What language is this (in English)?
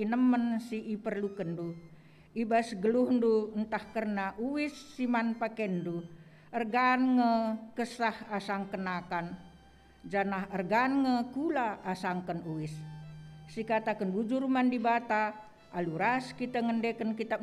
Batak Karo